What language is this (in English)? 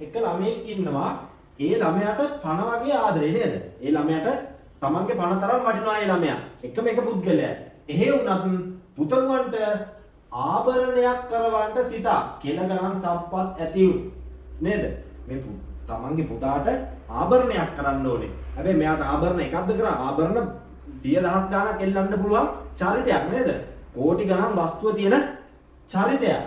Sinhala